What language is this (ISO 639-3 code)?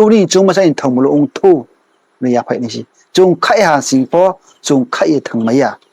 ria